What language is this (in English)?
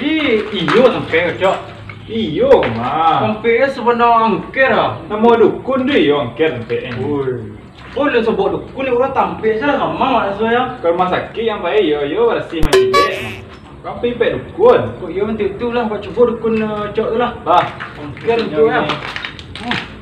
Minangkabau